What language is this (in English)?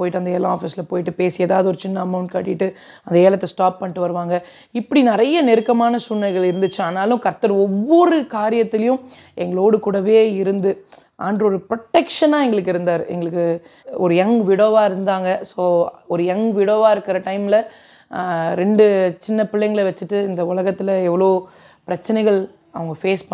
Tamil